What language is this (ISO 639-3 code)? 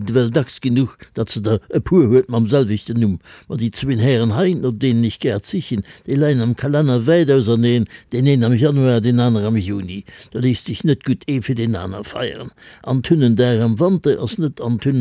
ltz